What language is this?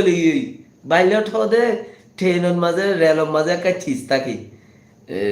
Rohingya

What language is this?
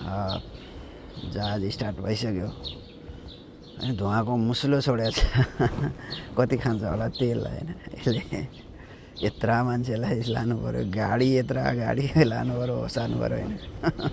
Nepali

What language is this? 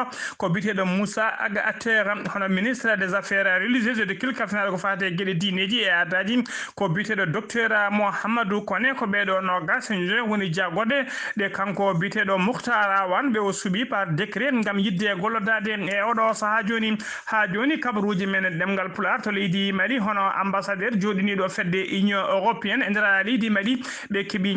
Fula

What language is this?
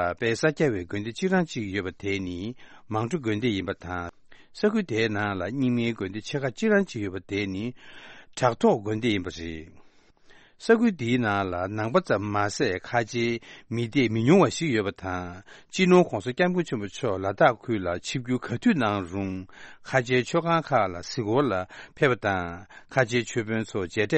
Tibetan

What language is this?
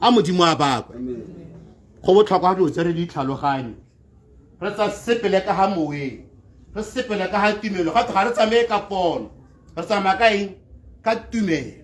Tswana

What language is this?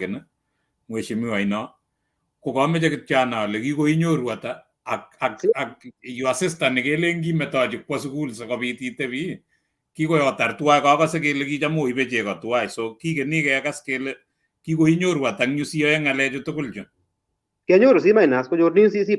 Kalenjin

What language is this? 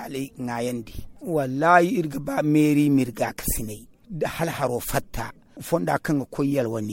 Zarma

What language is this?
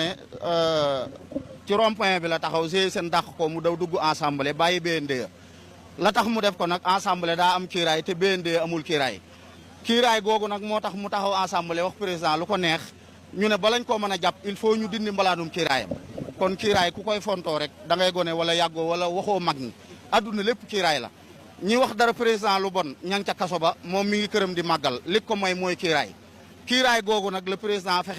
Wolof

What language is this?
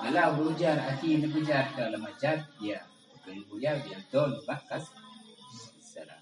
Achinese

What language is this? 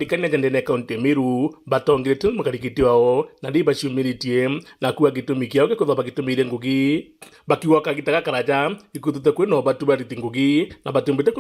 Meru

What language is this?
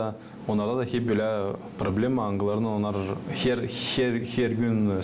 Gagauz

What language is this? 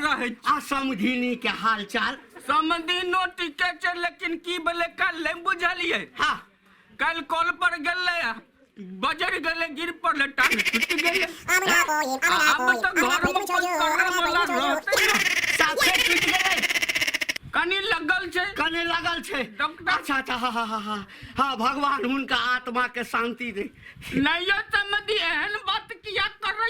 Maithili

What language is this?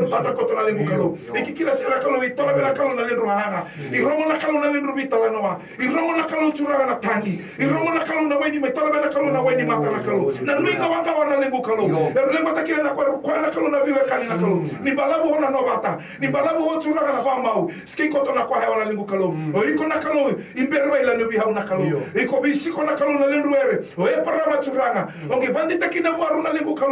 Fijian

